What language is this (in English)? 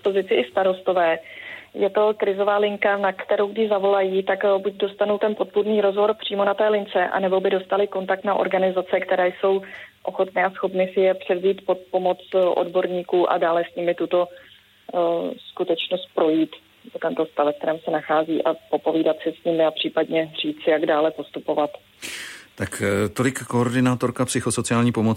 Czech